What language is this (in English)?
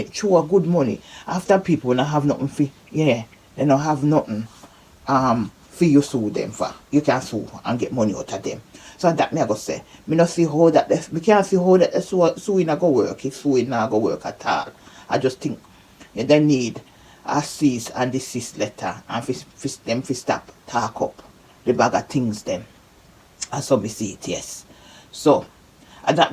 Jamaican Creole English